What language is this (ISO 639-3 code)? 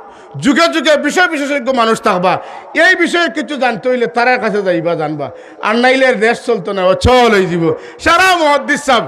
syl